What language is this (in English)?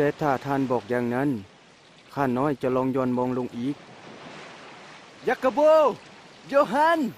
Lao